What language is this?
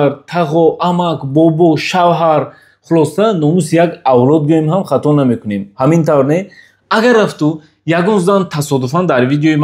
Tajik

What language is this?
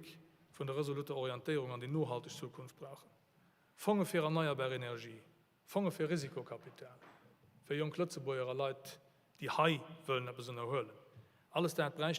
Luxembourgish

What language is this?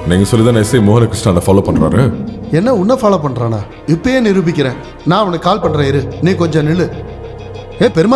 Tamil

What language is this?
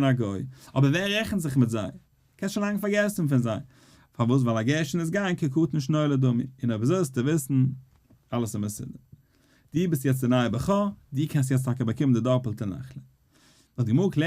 Yiddish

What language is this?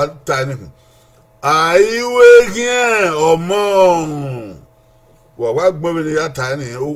Bini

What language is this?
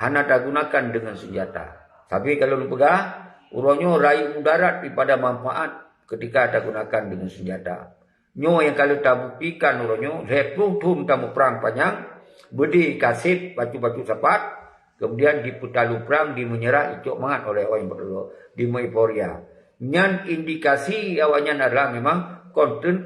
Achinese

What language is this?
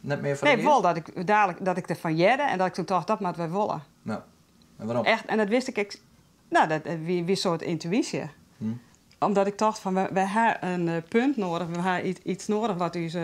Western Frisian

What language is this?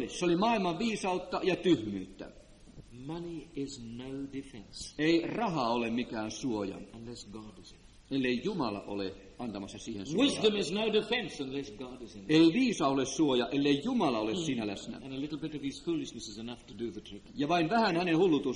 Finnish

